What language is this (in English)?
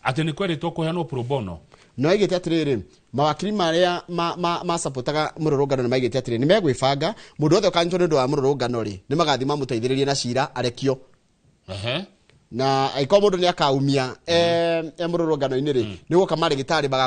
Kikuyu